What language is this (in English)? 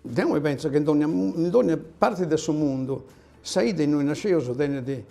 Sardinian